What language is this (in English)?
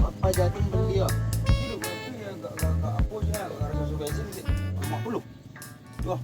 Minangkabau